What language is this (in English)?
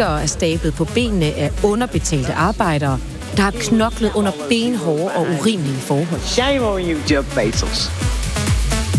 Danish